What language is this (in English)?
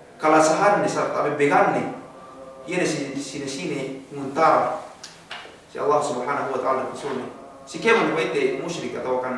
Yakan